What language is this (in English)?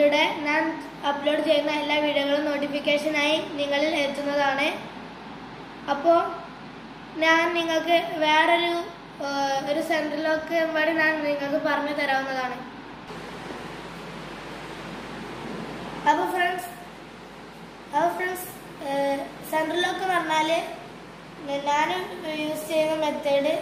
Malayalam